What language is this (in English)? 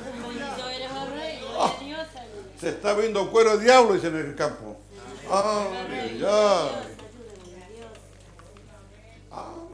Spanish